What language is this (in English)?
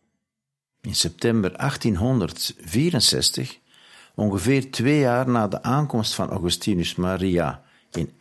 Dutch